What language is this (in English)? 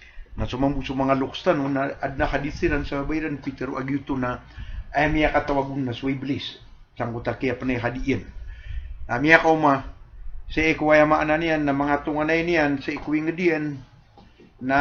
Maranao